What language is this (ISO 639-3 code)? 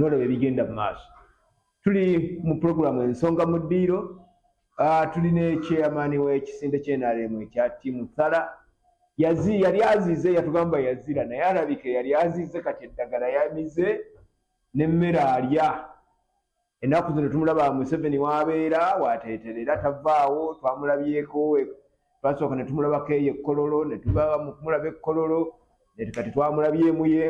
lug